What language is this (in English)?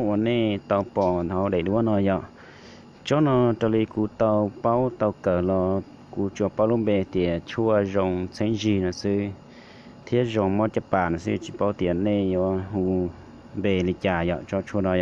Hmong